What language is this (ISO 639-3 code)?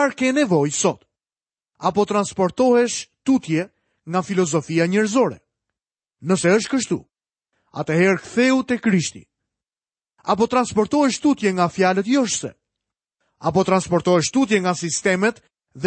sqi